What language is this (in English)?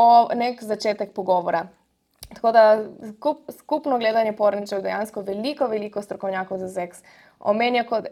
Slovenian